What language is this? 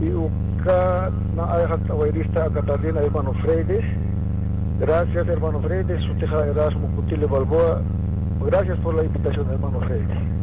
Aymara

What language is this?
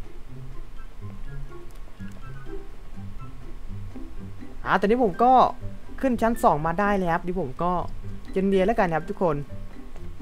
Thai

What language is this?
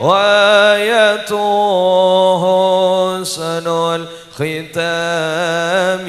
Madurese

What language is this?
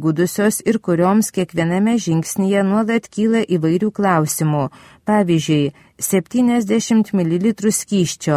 Lithuanian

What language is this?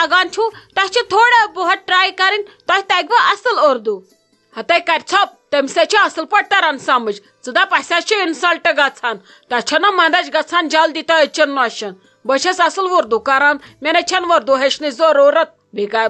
Kashmiri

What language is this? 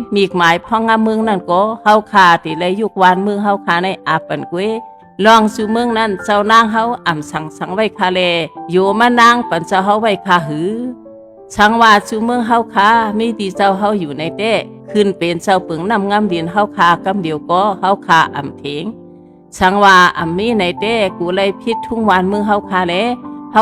Shan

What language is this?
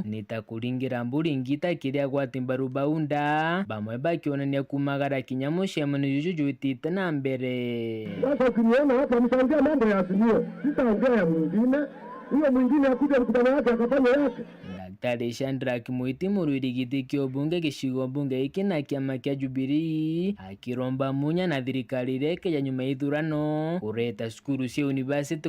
Meru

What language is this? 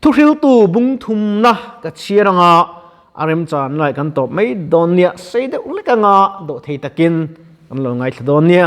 Mizo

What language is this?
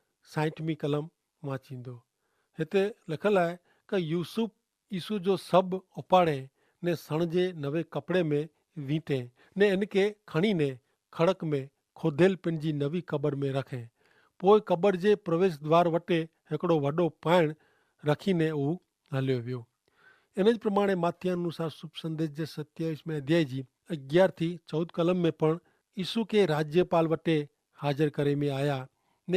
Kachhi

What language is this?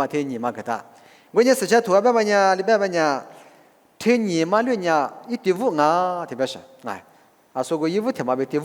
Lisu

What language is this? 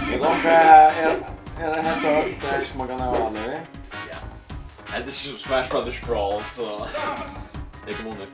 Faroese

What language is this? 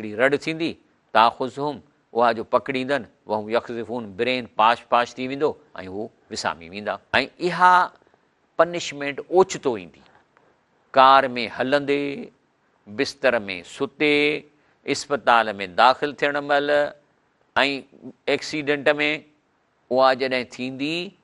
Sindhi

